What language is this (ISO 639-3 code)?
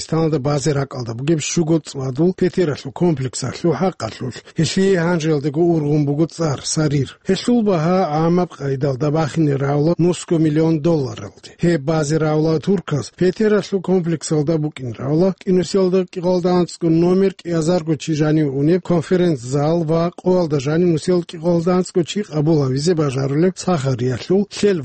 ava